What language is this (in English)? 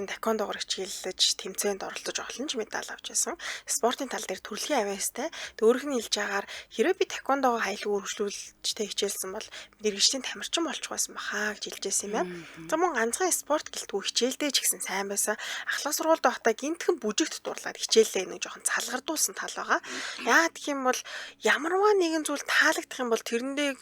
Mongolian